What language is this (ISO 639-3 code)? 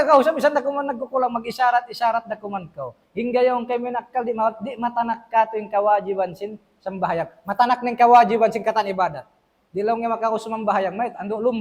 tsg